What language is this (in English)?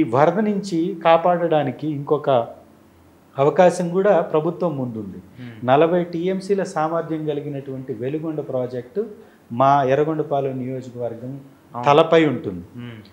Telugu